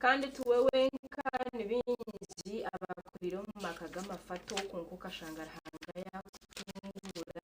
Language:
Nyankole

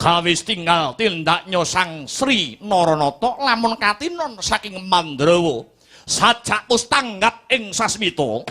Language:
Javanese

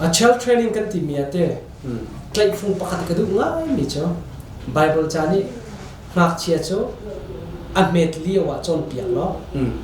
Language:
Hakha Chin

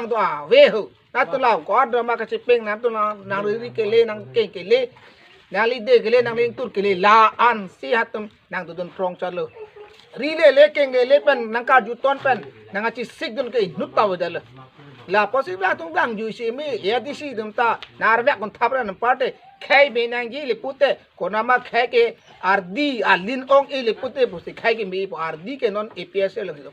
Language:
Karbi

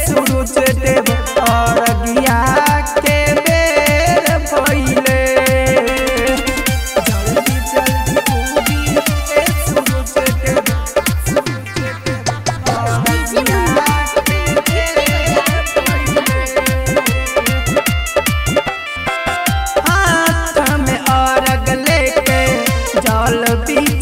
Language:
Bhojpuri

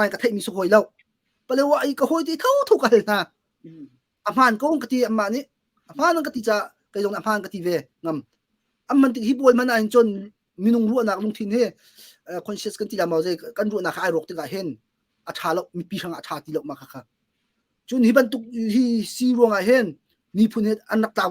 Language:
Hakha Chin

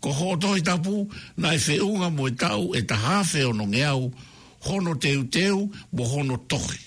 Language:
Tongan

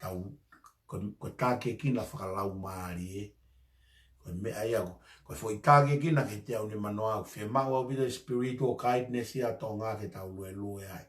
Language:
Tongan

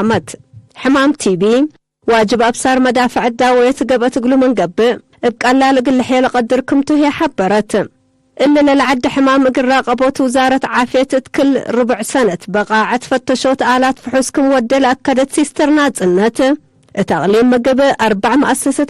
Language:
Tigre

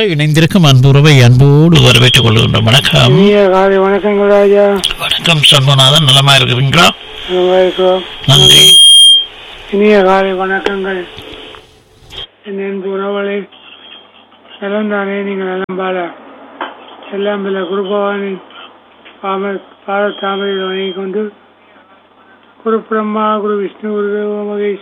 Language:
Tamil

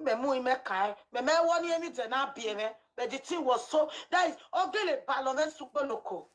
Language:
Nigerian Pidgin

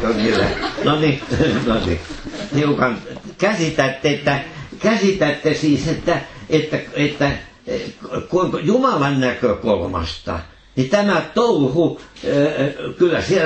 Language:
Finnish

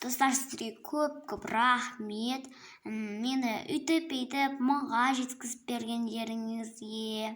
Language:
Kazakh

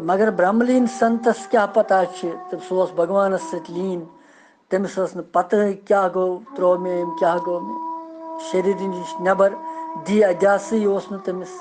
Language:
Kashmiri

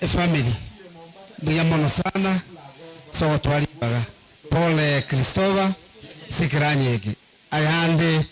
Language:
Gusii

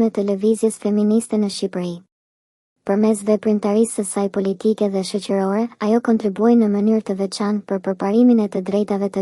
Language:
Albanian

